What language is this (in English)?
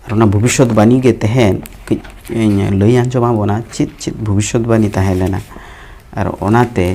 Santali